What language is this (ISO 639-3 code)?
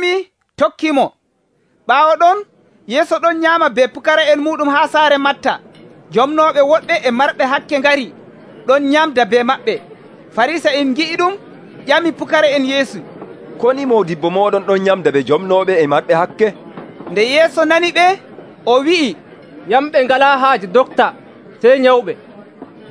fuv